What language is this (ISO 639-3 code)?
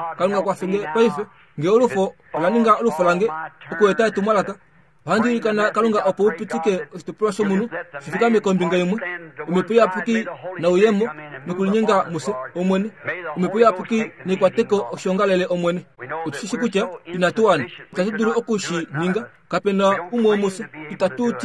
kua